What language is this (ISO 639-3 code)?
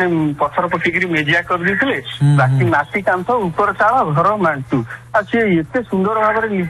ori